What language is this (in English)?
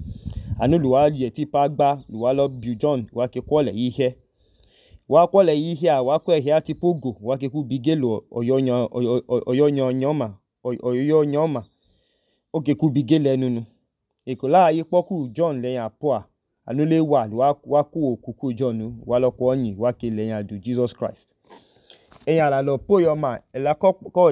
Idoma